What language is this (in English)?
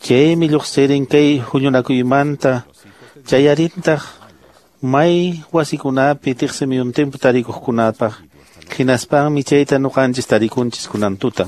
Quechua